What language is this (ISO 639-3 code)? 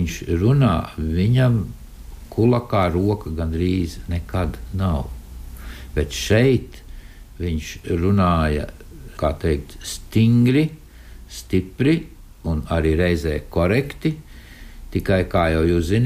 lav